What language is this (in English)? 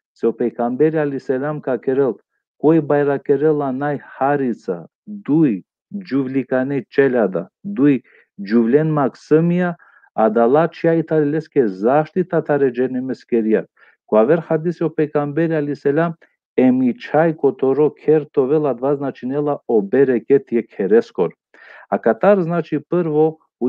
Balkan Romani